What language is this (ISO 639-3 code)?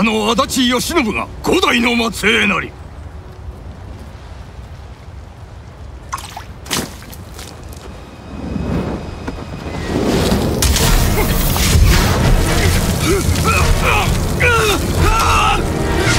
jpn